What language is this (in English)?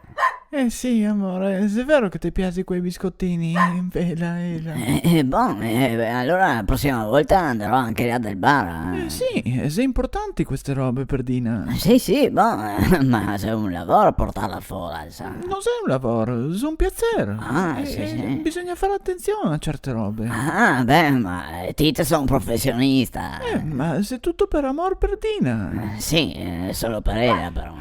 Venetian